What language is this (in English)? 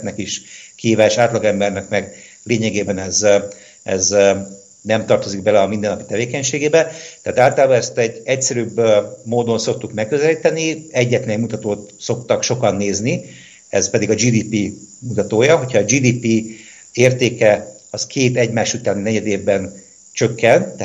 Hungarian